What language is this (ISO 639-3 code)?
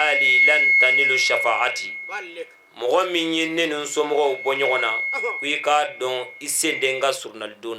bam